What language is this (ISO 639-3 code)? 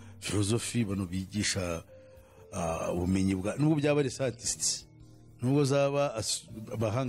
kin